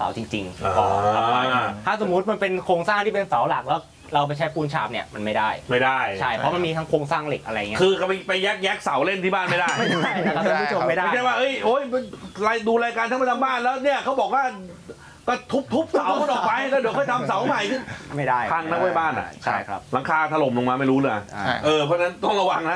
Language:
Thai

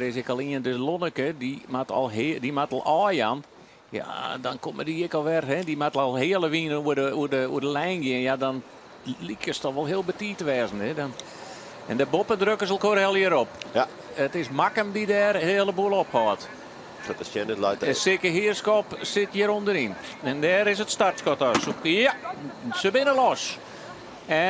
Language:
Western Frisian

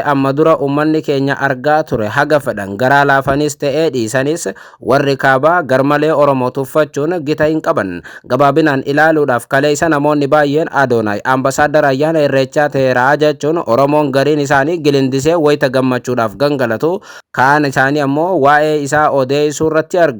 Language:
Oromo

